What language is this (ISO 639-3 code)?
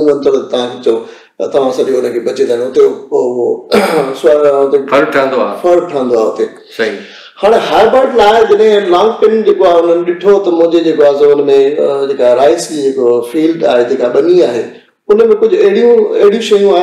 snd